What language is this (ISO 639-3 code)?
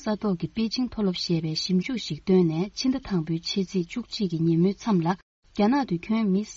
bod